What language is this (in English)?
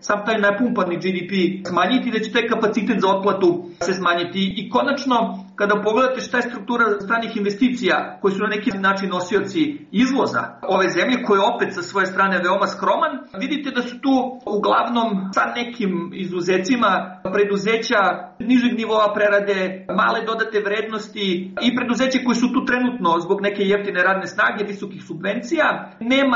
Serbian